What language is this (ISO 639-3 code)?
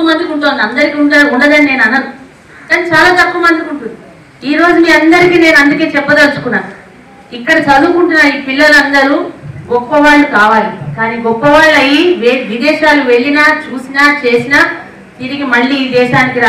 tel